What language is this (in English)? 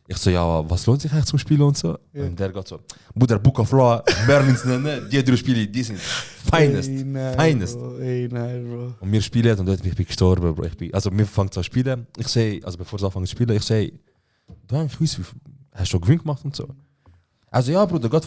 Swiss German